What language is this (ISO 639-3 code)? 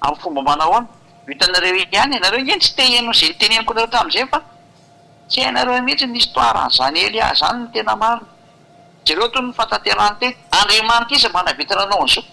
mlg